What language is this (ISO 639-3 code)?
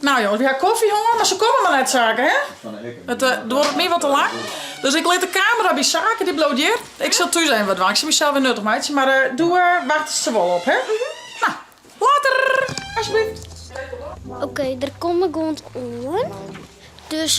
fry